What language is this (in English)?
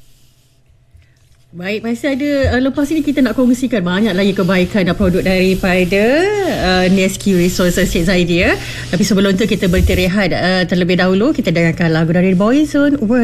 Malay